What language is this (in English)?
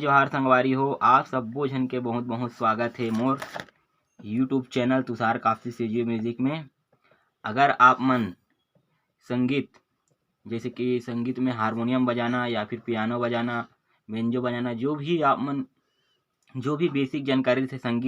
Chhattisgarhi